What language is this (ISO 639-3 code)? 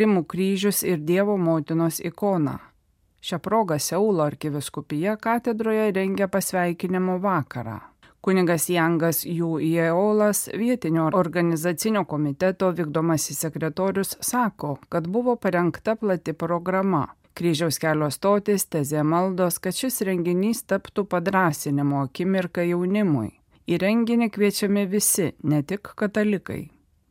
lit